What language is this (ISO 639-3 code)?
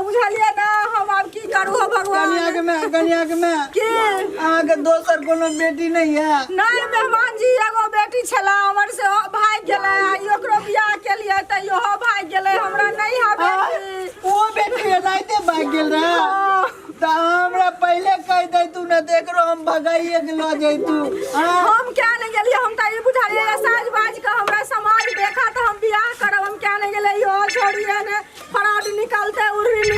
mai